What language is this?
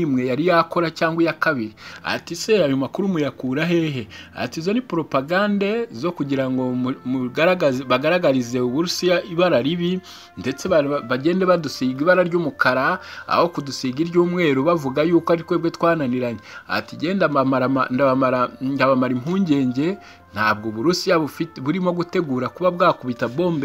Kinyarwanda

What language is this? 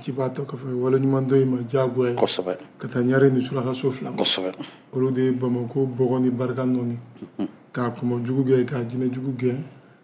Bambara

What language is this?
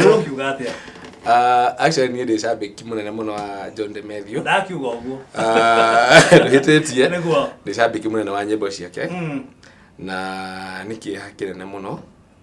Kikuyu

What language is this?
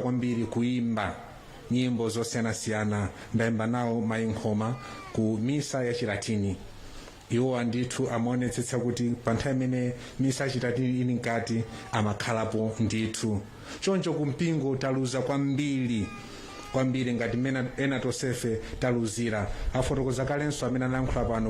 Nyanja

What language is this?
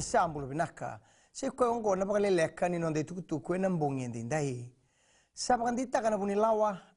Fijian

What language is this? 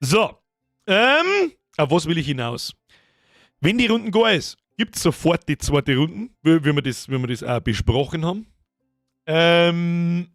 Bavarian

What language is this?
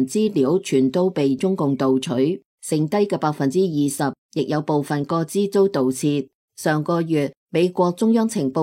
Cantonese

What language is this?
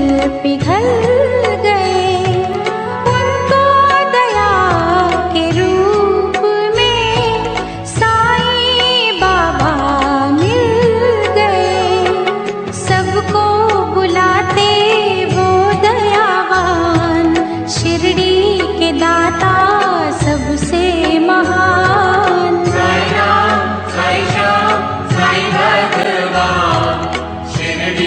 Hindi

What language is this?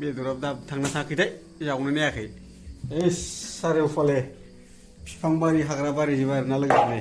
Bodo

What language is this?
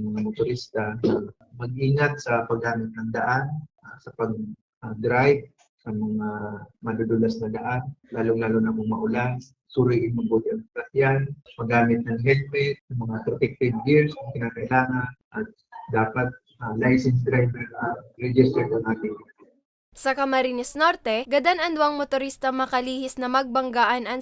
Bikol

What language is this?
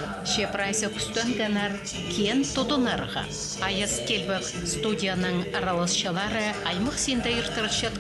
Khakas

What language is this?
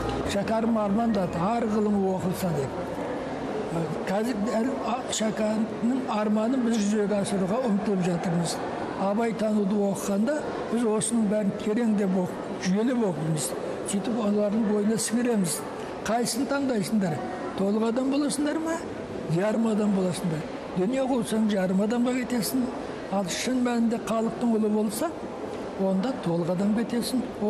Kazakh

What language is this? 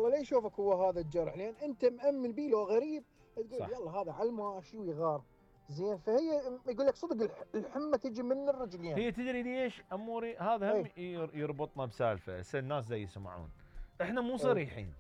Mesopotamian Arabic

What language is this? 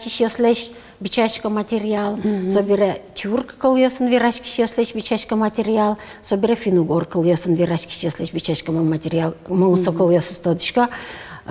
Udmurt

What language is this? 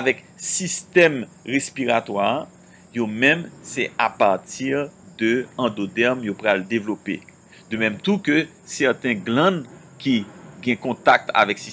Haitian Creole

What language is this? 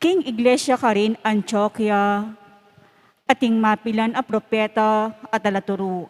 Pampanga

